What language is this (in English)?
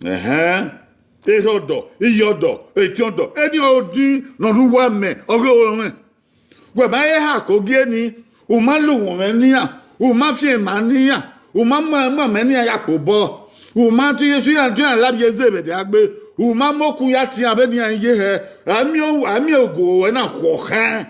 Bini